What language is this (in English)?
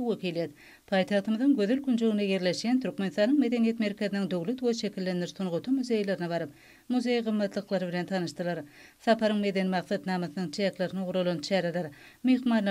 Turkmen